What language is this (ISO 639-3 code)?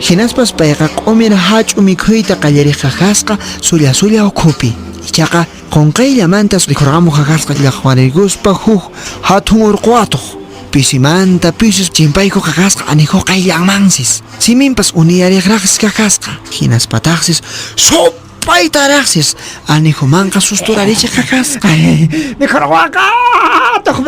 que